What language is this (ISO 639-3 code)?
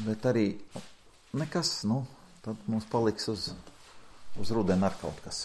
lav